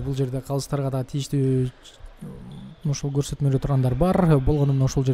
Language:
Kyrgyz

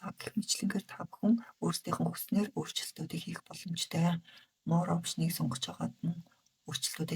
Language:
Mongolian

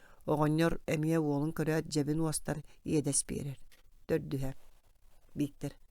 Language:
Yakut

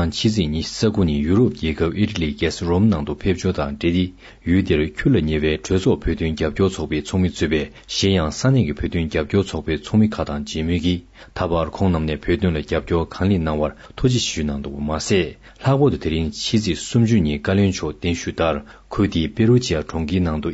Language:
Tibetan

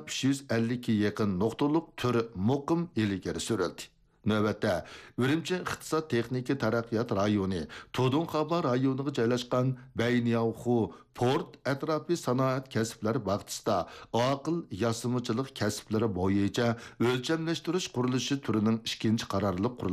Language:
Uyghur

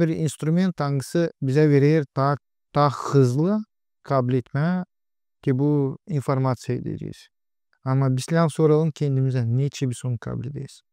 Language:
Gagauz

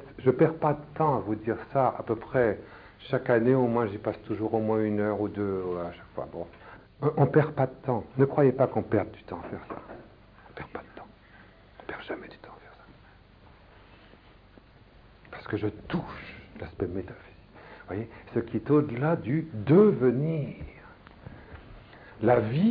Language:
French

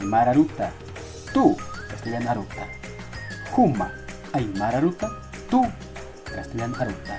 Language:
Aymara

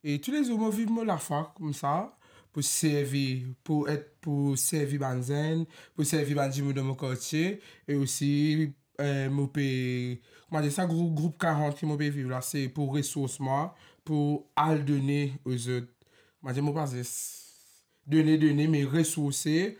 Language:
Morisyen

